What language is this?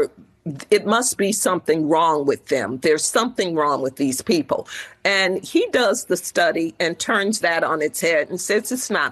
English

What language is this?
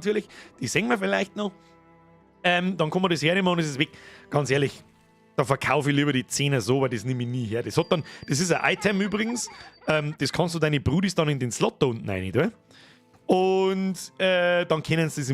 Bavarian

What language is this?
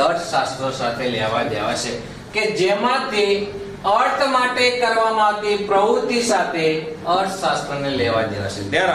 Gujarati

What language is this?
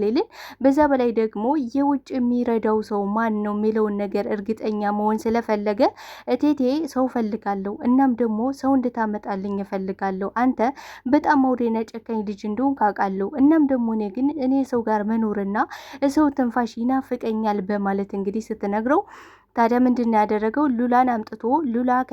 Amharic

